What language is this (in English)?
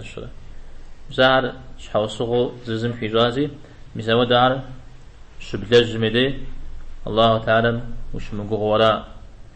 Kabardian